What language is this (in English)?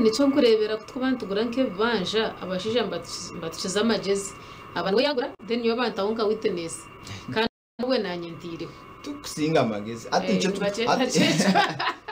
Nyankole